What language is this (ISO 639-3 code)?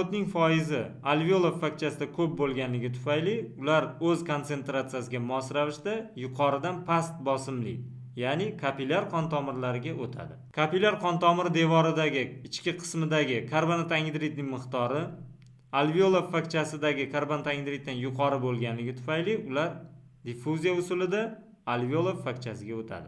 uzb